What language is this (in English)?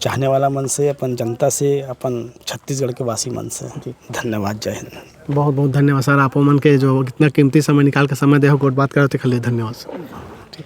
Chhattisgarhi